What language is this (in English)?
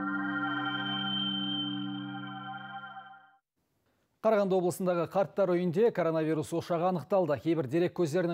Kazakh